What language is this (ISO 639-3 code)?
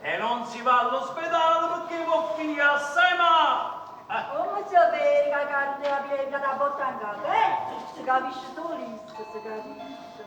nap